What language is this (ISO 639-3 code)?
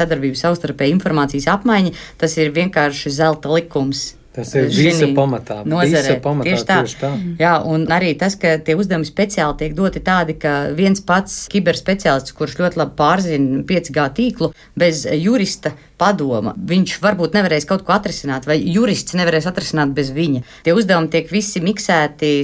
lav